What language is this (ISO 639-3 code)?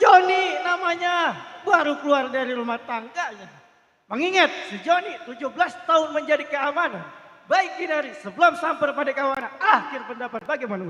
bew